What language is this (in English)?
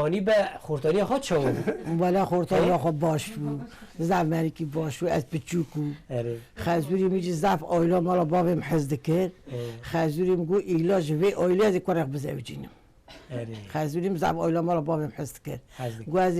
Kurdish